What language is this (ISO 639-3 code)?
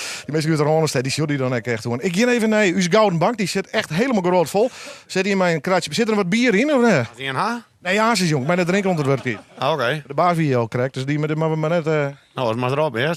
fry